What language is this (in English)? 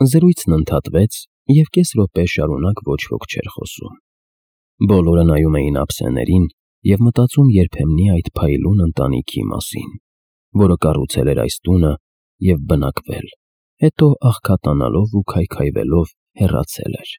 Armenian